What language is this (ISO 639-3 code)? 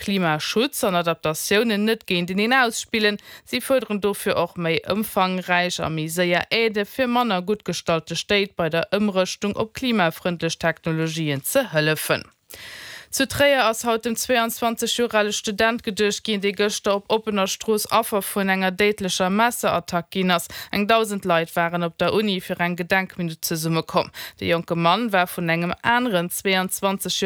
ltz